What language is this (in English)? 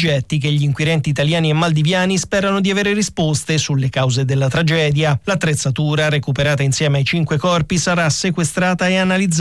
Italian